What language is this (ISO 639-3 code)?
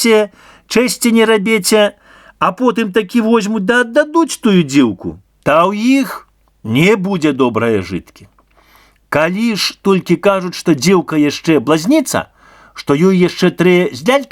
bel